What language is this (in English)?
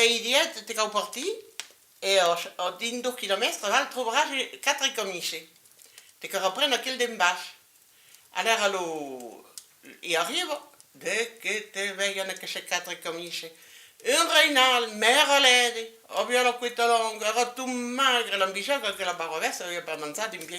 Occitan